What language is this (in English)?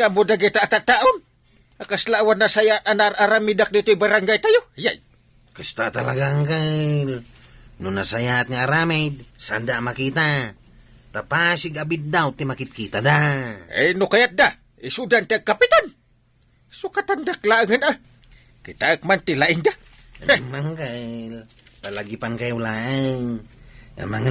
Iloko